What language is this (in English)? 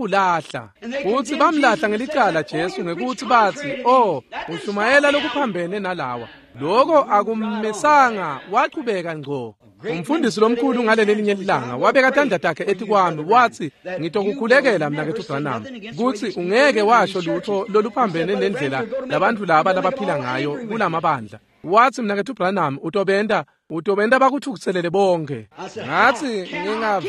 Swati